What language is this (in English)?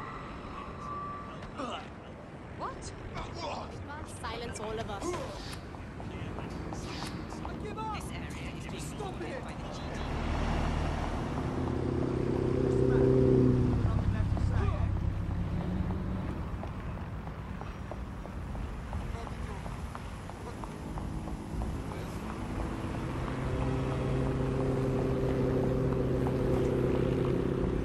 English